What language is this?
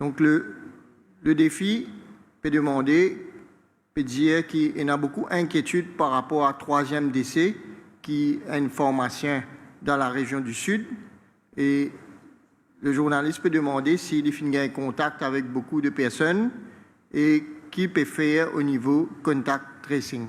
Morisyen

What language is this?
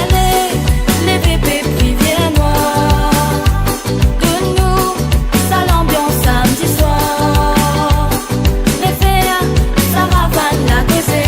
Morisyen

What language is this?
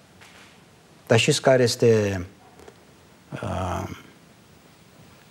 Romanian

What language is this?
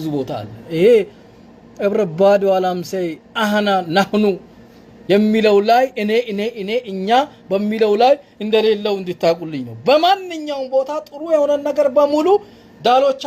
Amharic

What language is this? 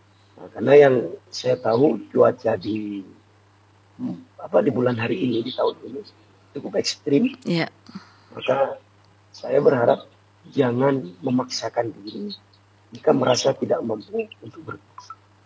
Indonesian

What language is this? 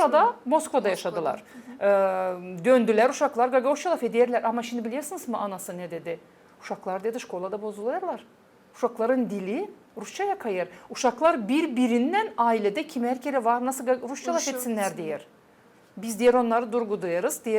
Gagauz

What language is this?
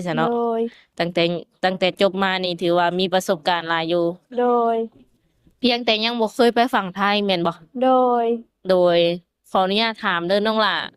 Lao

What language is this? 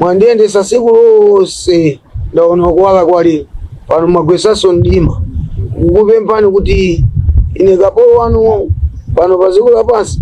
Nyanja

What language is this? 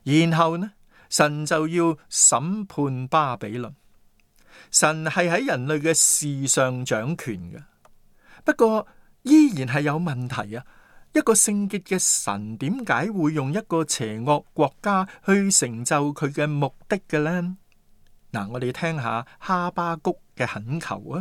Cantonese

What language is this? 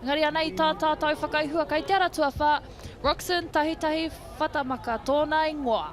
Māori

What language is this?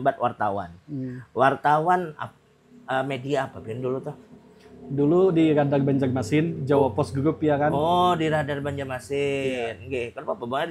Banjar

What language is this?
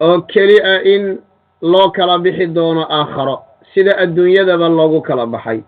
Somali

